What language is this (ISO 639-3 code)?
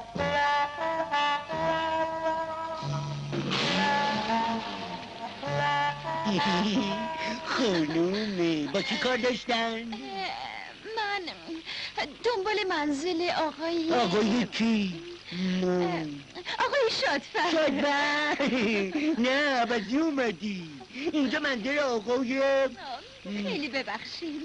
fas